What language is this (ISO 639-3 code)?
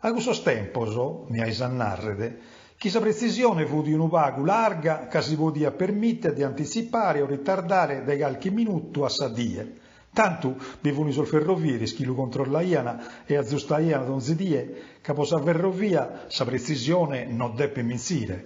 srd